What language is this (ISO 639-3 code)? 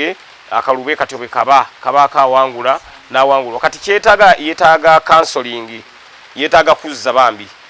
lug